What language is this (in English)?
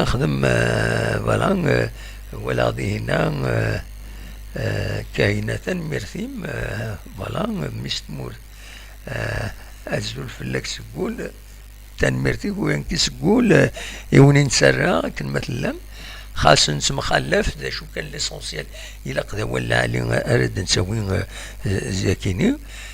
Kabyle